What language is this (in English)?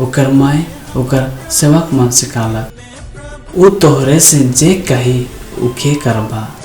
Sadri